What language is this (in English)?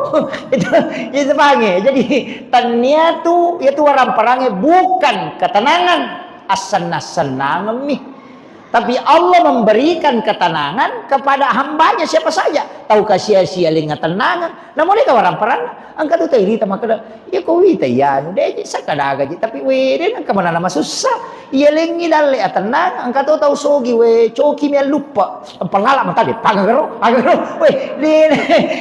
Buginese